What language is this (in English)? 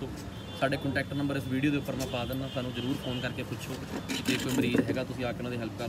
Punjabi